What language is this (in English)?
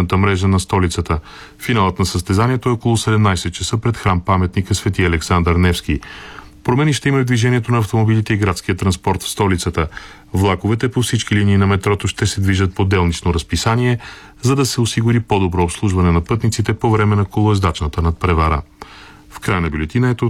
Bulgarian